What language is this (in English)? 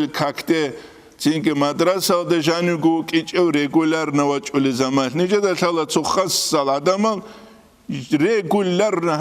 Avaric